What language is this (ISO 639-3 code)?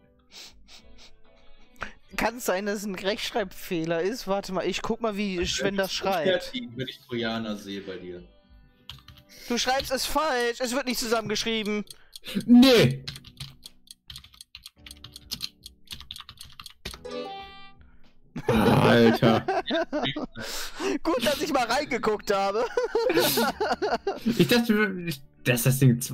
deu